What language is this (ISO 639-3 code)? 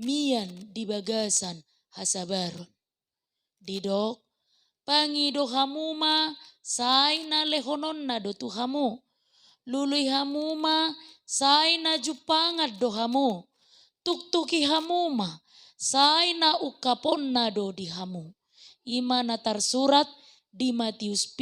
bbc